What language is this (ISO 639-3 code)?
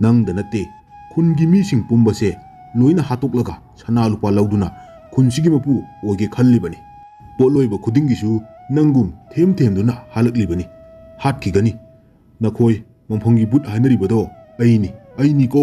mni